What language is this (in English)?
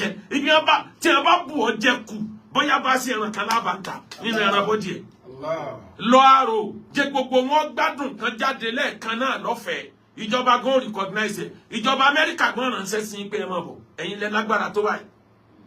Yoruba